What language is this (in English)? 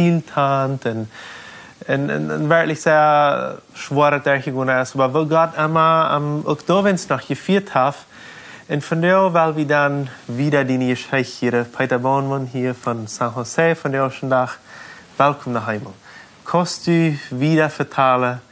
Plautdietsch